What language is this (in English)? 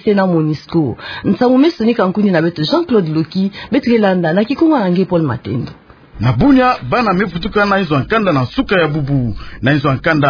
Kituba (Democratic Republic of Congo)